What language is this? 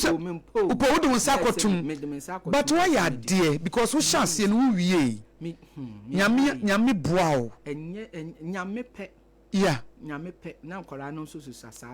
Akan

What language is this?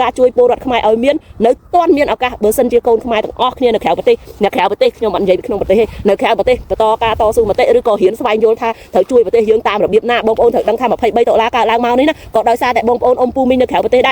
Khmer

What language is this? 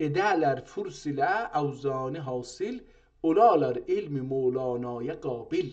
South Azerbaijani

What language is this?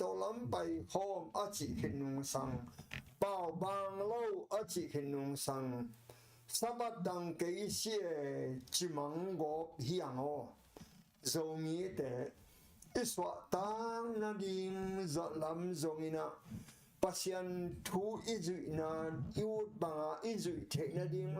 Tedim Chin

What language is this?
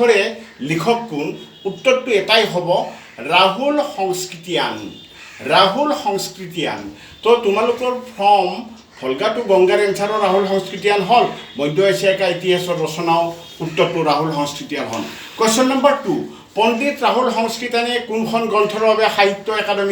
Assamese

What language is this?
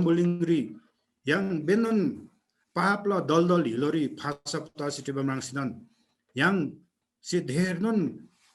Eastern Tamang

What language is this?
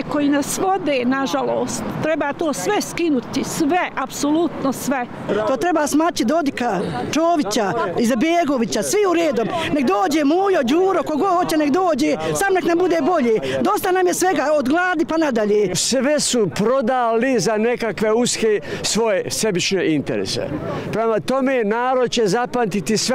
Bosnian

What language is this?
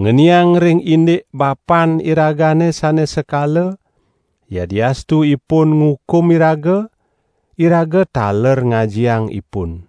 Balinese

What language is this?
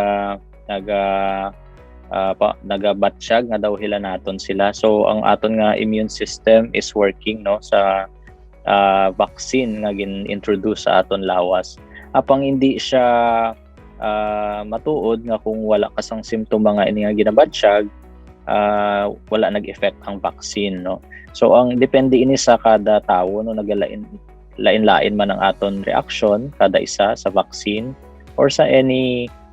Hiligaynon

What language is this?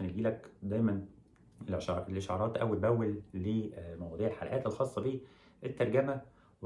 Egyptian Arabic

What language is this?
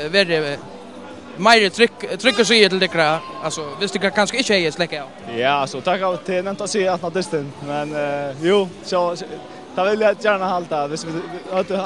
Faroese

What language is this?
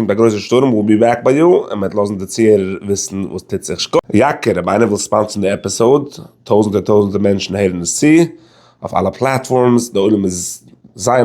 Yiddish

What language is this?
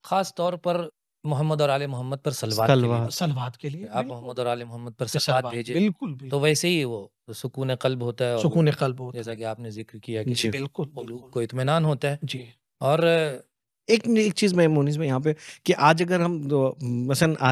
Urdu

